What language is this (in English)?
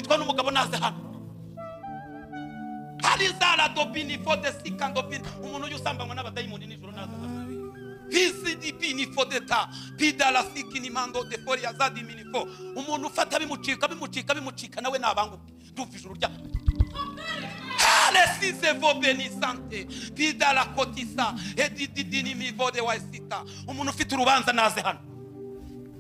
Kinyarwanda